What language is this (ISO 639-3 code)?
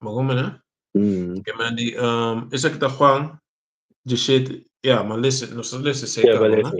pap